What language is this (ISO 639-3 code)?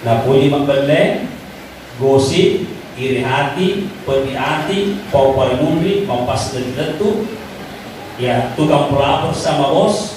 bug